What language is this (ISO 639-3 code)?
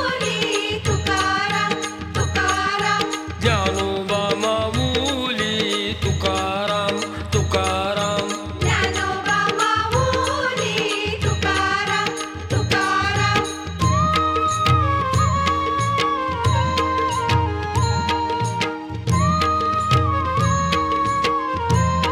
mar